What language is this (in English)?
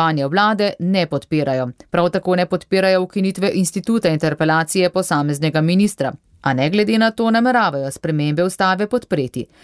Slovenian